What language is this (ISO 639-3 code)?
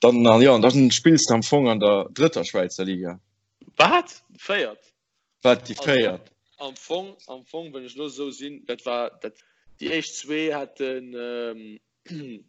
ltz